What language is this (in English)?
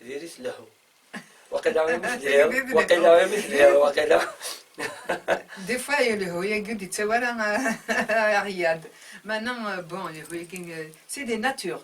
Kabyle